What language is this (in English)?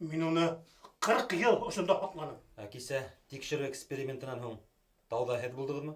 Bashkir